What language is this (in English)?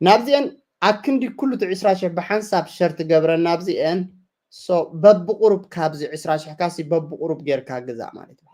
Tigrinya